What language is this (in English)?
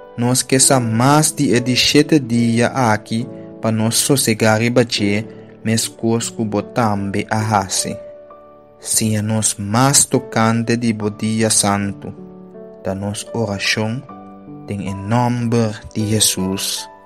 Papiamento